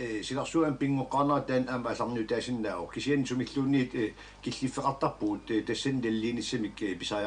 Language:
Kalaallisut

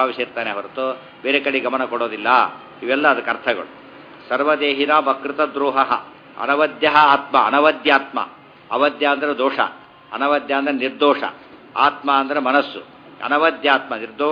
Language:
Kannada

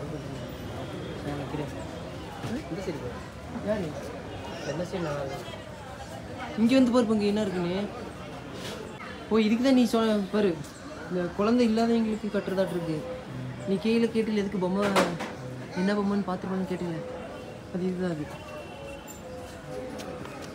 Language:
Tamil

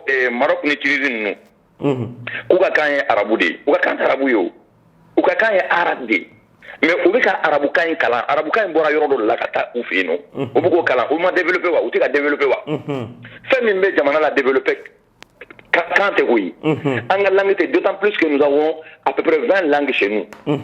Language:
Bambara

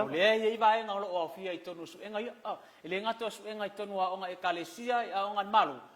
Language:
Samoan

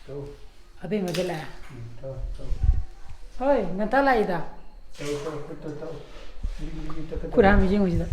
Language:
Manipuri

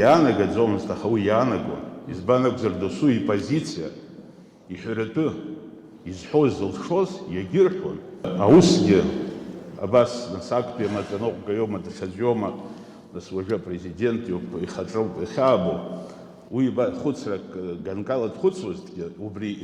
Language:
Abkhazian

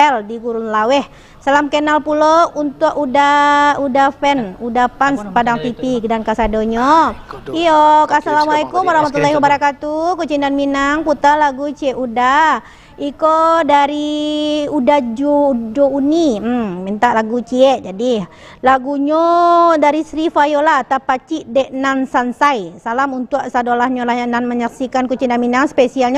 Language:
Minangkabau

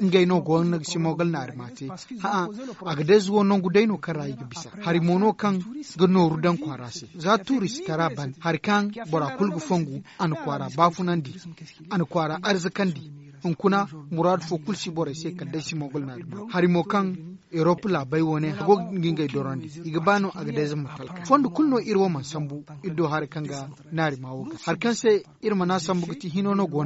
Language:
Zarma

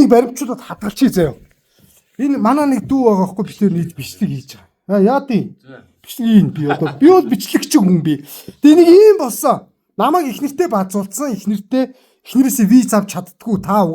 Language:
Mongolian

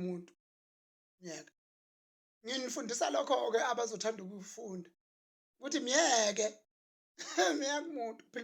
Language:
Zulu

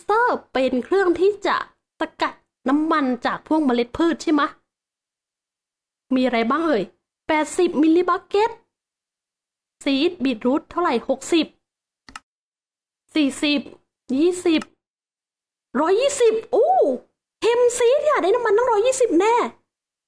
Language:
Thai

